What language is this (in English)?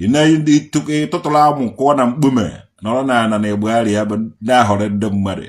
Igbo